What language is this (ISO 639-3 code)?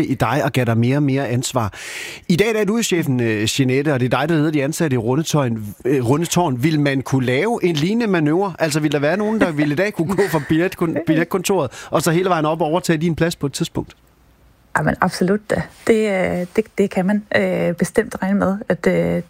dan